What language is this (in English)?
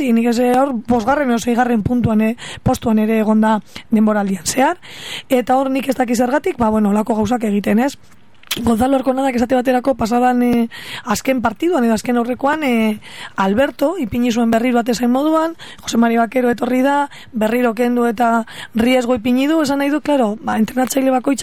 Basque